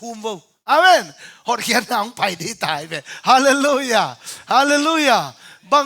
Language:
Tedim Chin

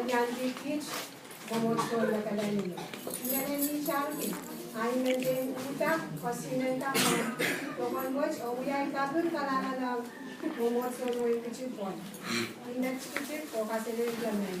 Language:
Pohnpeian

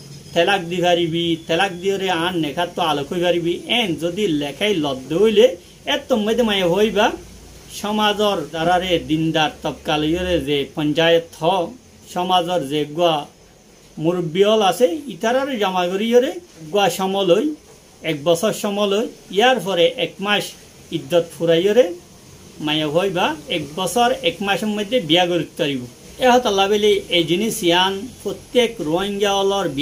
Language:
Rohingya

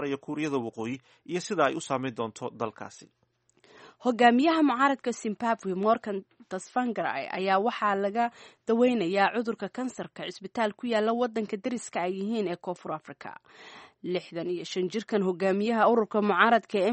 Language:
Somali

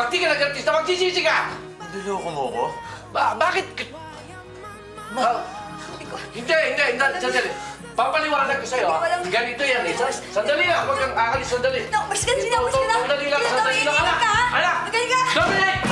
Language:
Filipino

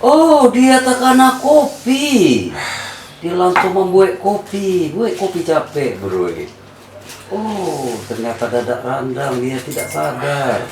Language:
Minangkabau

